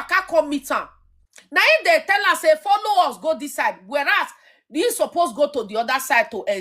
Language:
Nigerian Pidgin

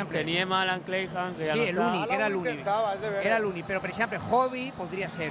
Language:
Catalan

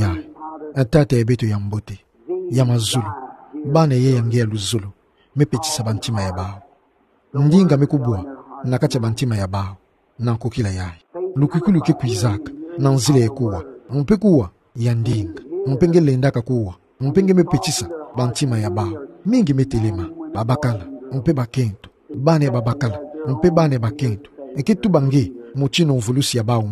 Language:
Kituba (Democratic Republic of Congo)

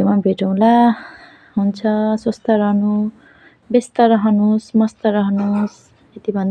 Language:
Nepali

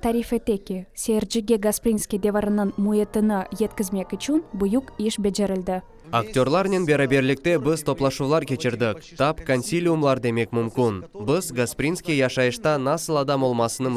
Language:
Crimean Tatar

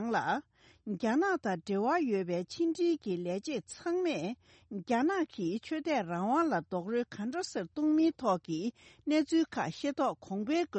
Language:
Tibetan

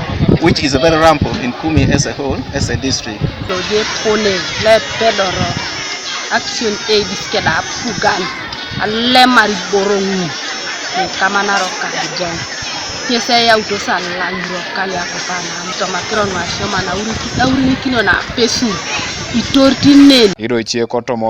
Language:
Teso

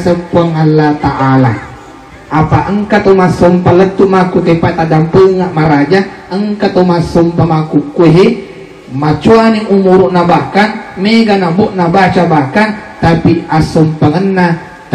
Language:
Buginese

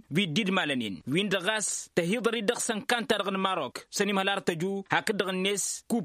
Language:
Tamasheq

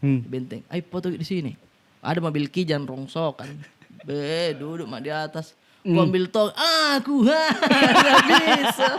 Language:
Makassar Malay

